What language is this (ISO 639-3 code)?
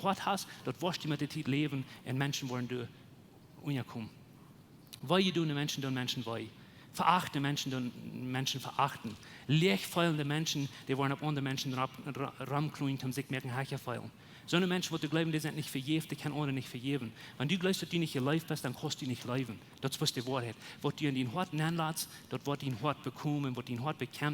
pdt